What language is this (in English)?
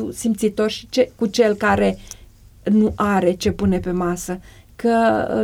Romanian